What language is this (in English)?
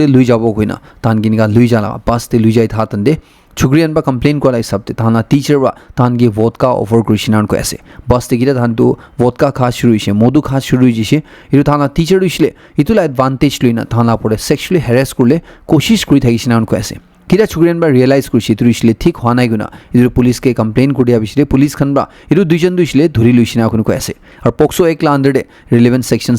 Naga Pidgin